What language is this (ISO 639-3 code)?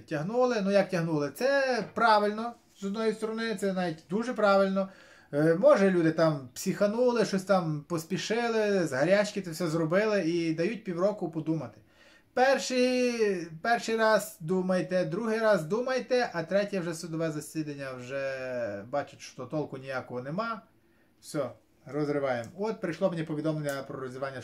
ukr